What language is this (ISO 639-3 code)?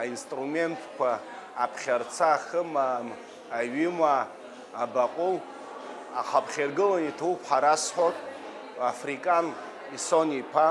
abk